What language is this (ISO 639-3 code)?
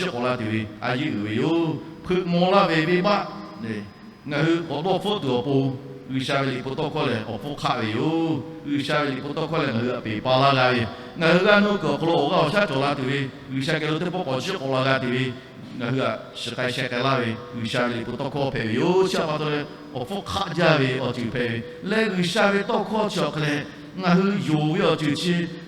lhu